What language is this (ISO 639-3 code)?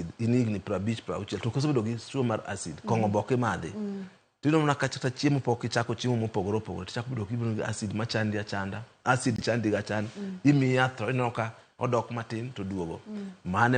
luo